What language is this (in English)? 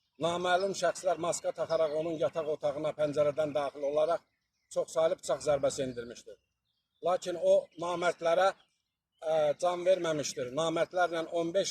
Azerbaijani